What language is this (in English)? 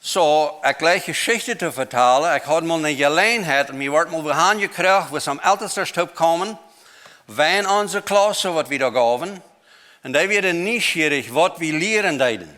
Plautdietsch